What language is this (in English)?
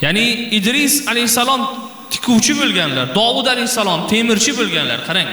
Uzbek